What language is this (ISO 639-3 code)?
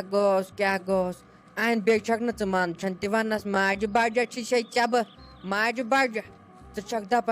kas